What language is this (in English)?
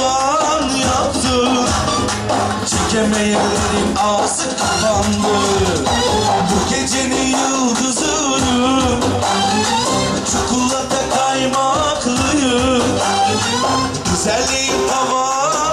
Turkish